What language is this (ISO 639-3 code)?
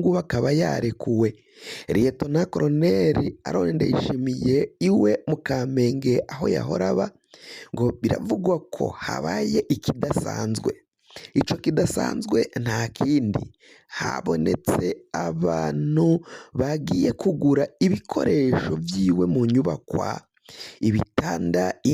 run